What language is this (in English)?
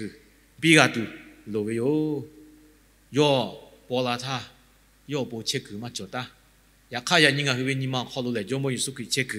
Lahu